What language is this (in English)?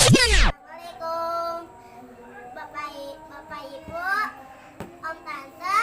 Betawi